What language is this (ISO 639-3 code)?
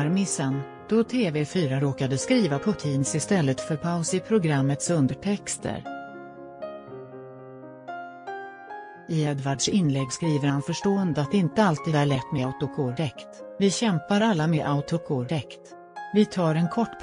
swe